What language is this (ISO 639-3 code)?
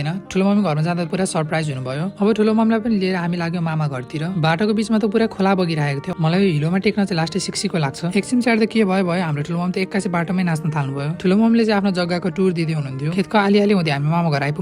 nep